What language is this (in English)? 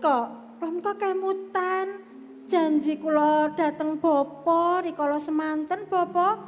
Javanese